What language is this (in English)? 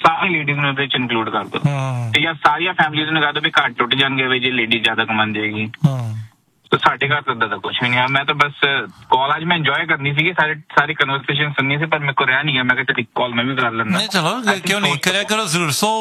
Punjabi